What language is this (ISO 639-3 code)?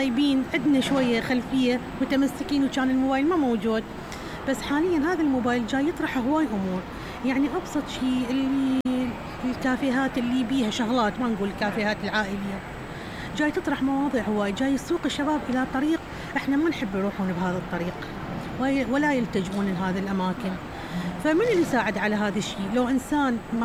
acm